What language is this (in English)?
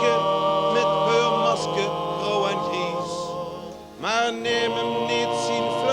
Limburgish